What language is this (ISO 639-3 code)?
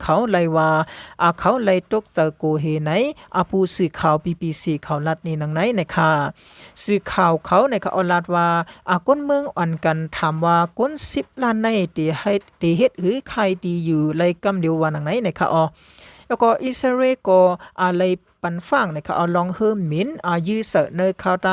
shn